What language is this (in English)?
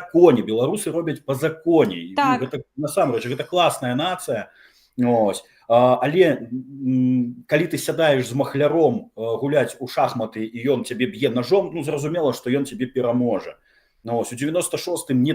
Belarusian